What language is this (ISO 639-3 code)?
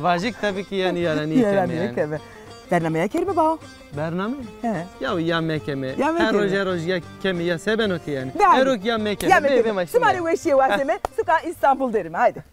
zza